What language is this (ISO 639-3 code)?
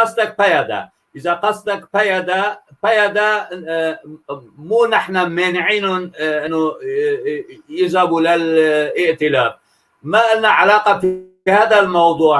apc